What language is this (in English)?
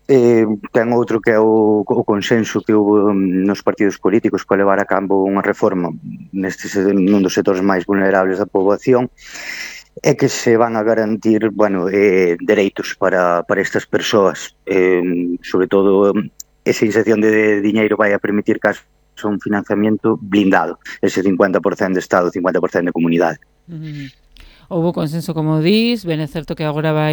Galician